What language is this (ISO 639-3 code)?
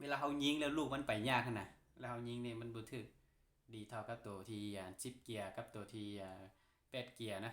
lao